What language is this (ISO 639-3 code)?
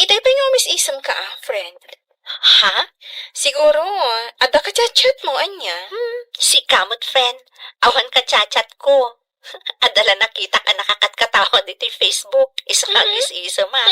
ilo